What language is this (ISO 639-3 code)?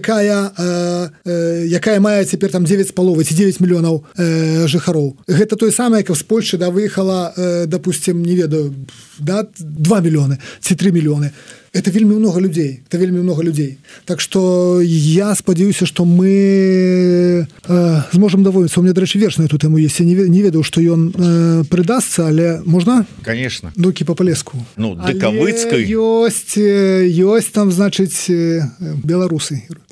bel